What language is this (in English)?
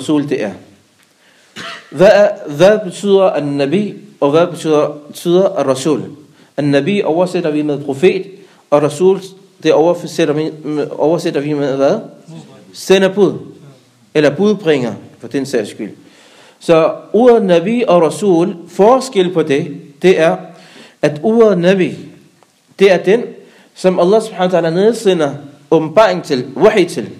Danish